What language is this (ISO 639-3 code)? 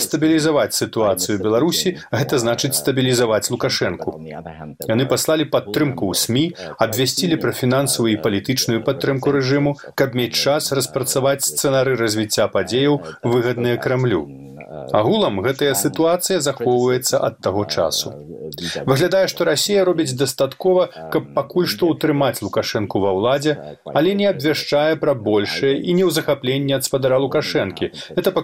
bel